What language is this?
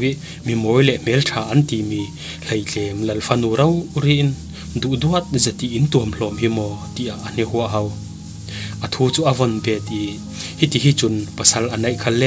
Falam Chin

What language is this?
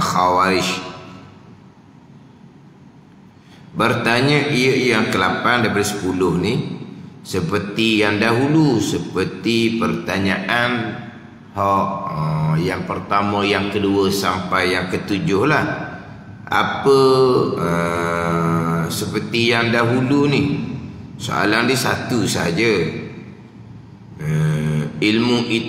Malay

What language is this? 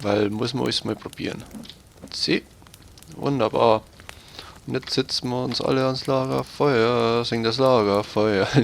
Bavarian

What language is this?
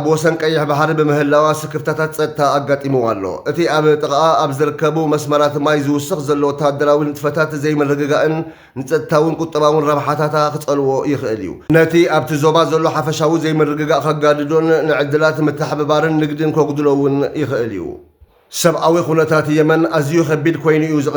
Tigrinya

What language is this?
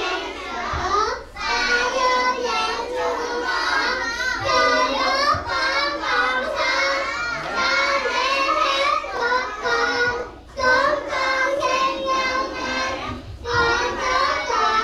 Vietnamese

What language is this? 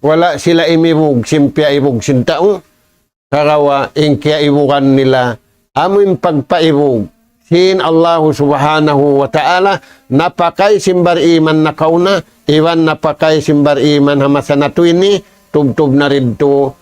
Tausug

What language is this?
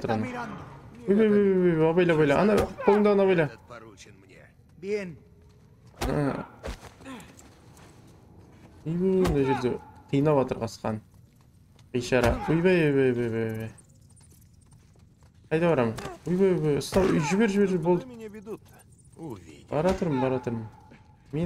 Kazakh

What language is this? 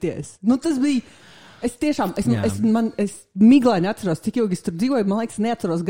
Latvian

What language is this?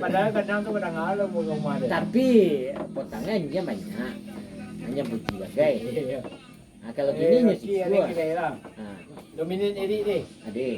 Minangkabau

